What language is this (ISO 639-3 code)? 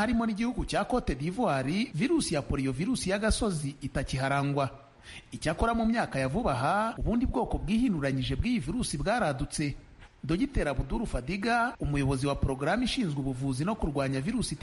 kin